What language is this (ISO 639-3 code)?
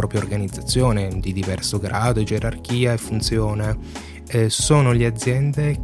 ita